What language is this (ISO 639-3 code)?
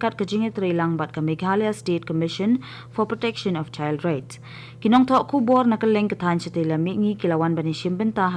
kha